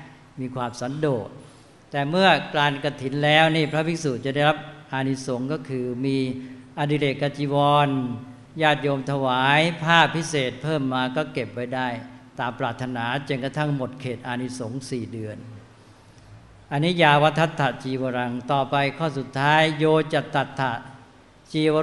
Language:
Thai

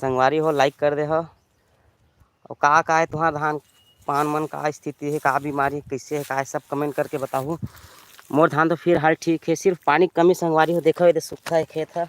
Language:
Chhattisgarhi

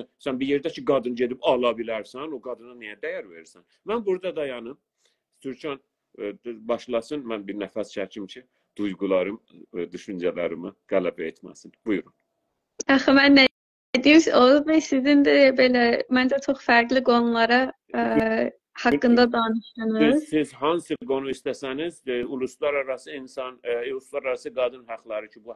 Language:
South Azerbaijani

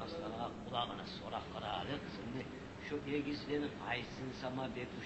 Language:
Kumyk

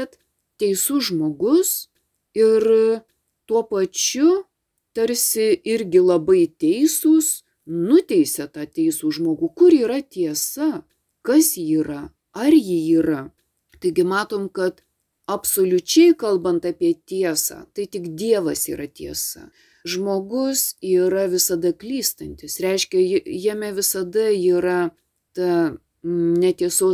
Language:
Lithuanian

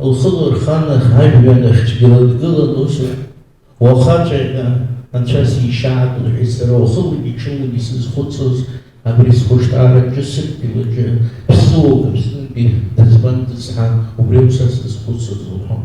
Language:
Abkhazian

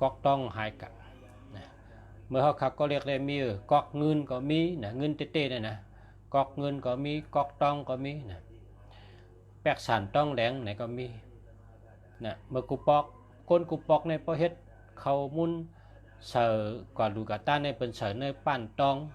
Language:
Shan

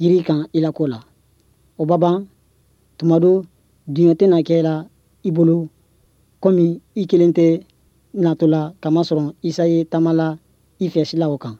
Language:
Bambara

